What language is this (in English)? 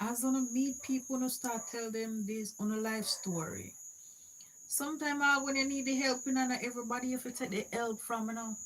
Jamaican Creole English